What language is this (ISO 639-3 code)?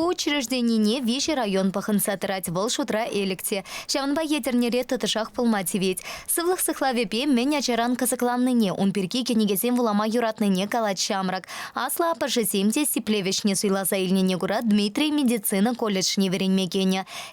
chv